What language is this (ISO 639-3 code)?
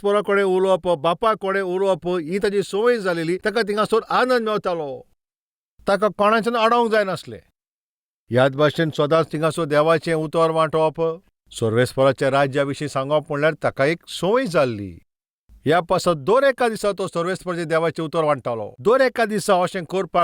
kok